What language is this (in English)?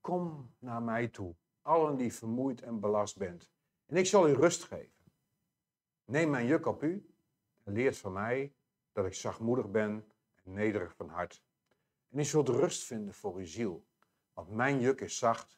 Dutch